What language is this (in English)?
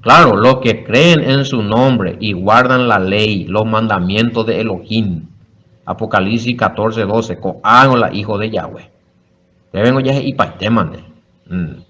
Guarani